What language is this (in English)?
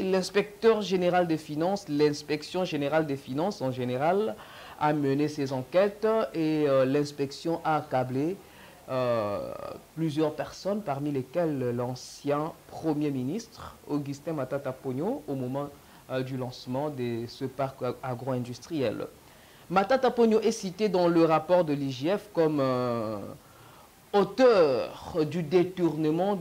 French